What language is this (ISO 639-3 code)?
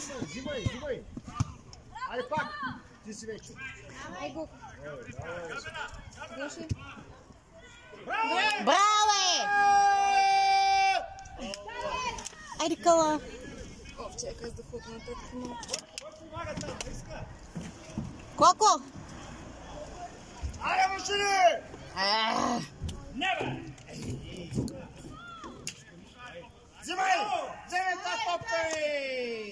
bul